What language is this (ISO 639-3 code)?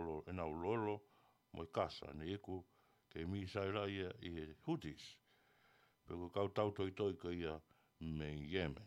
ton